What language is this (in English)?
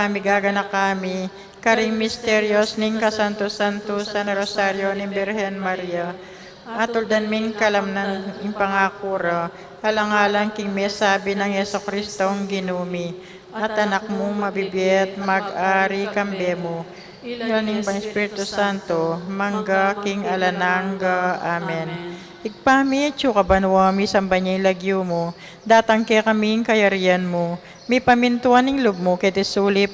Pampanga